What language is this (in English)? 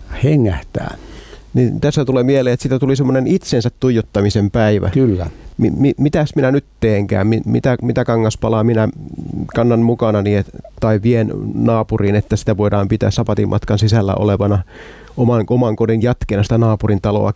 Finnish